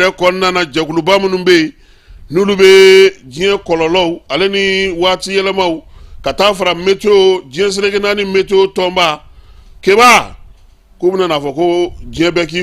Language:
Bambara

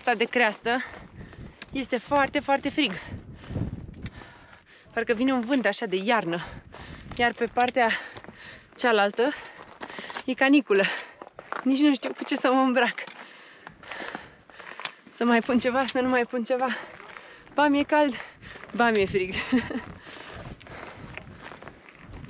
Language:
Romanian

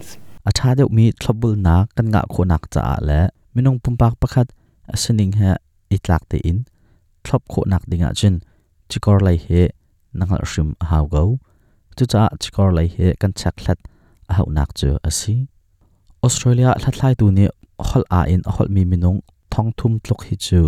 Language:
Hakha Chin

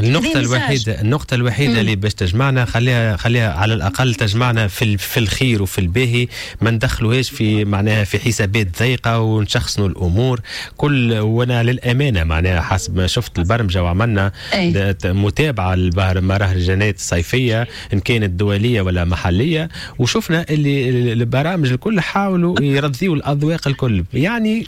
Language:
Tunisian Arabic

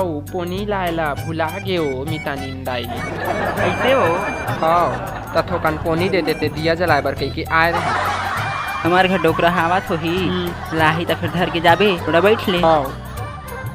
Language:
Chhattisgarhi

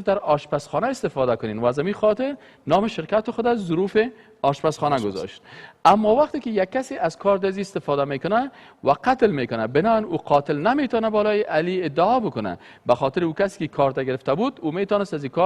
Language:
Persian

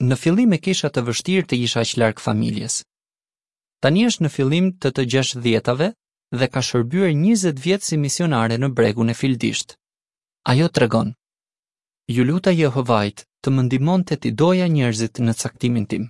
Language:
Albanian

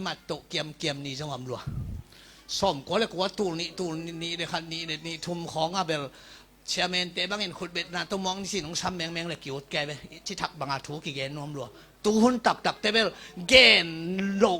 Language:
Tedim Chin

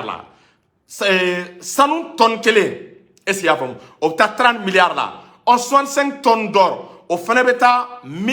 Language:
Bambara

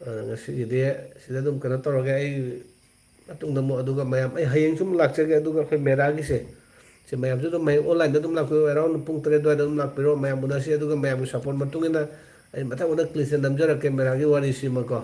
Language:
Manipuri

